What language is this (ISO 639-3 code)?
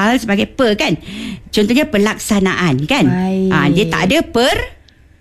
msa